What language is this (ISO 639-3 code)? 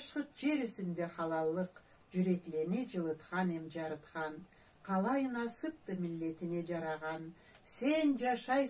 krc